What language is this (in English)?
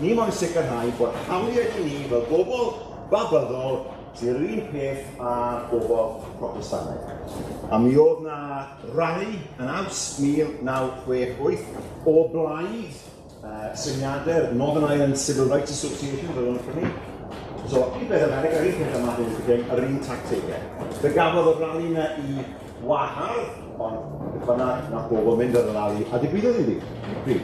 Welsh